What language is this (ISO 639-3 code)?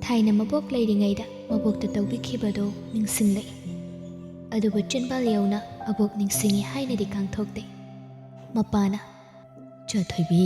mni